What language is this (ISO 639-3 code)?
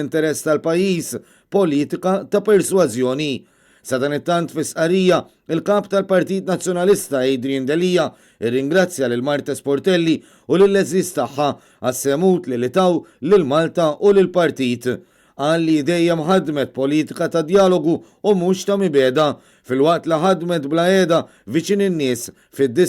mlt